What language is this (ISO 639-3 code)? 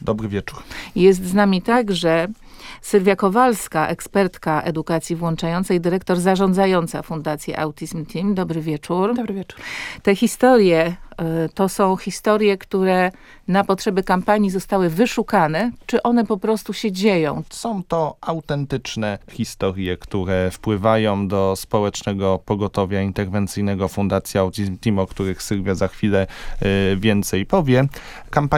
pol